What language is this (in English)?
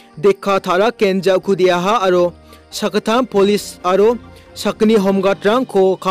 Garo